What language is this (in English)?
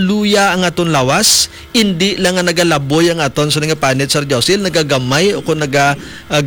Hiligaynon